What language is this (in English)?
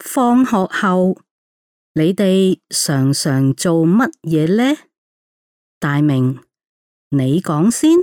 Cantonese